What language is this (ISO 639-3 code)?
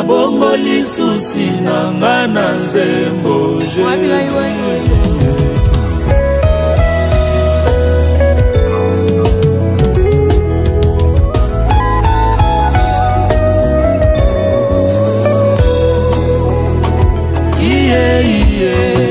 lin